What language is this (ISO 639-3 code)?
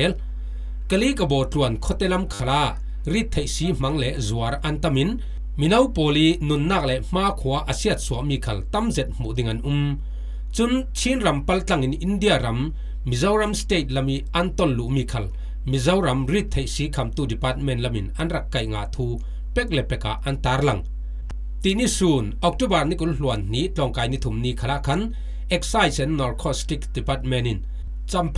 cfm